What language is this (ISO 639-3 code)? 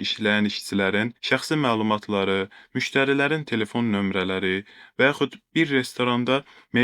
aze